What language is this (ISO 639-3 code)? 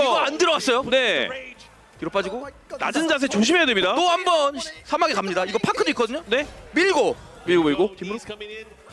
kor